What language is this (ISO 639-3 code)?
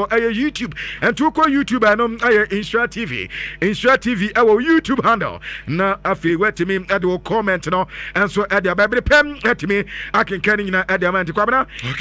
aka